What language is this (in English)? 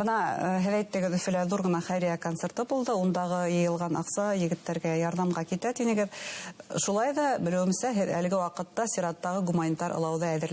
Bashkir